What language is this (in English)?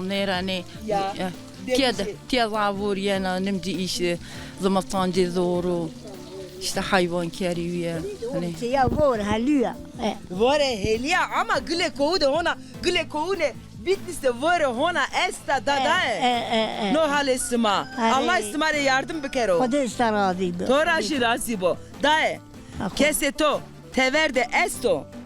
Zaza